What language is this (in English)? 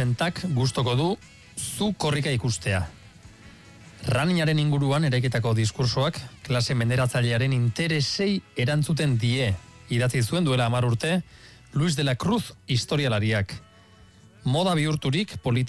Basque